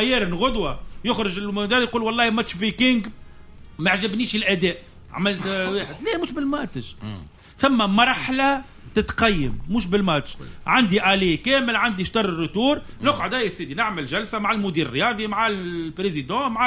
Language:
Tunisian Arabic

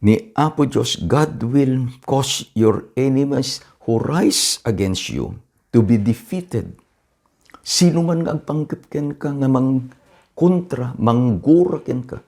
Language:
Iloko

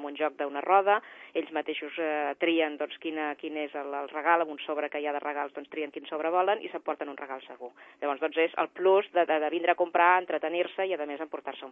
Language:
Catalan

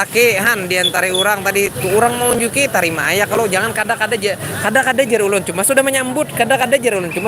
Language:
Banjar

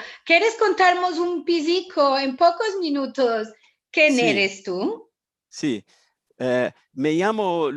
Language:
Ladino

